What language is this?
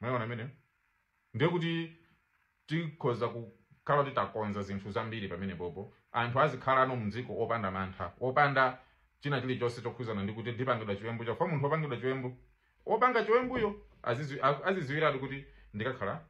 Nyanja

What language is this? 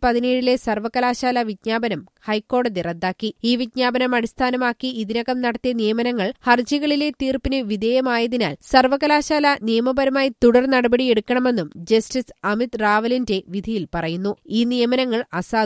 Malayalam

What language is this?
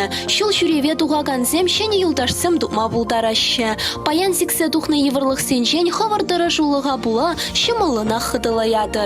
Chuvash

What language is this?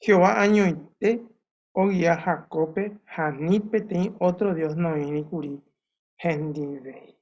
Guarani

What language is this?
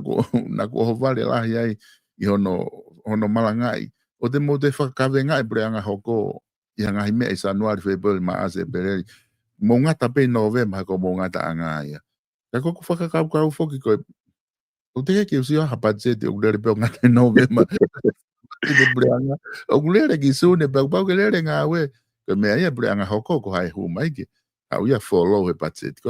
Tongan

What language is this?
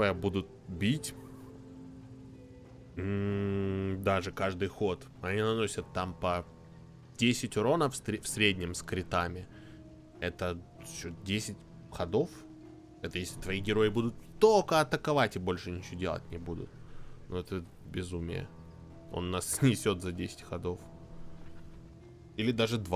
Russian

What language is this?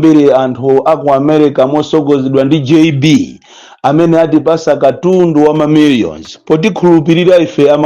Nyanja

